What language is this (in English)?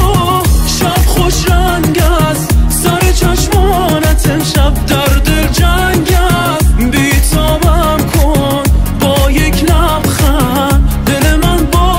Persian